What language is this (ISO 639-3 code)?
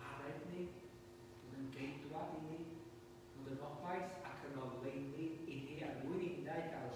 cym